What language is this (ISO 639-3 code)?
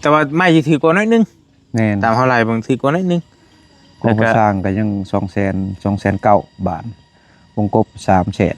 tts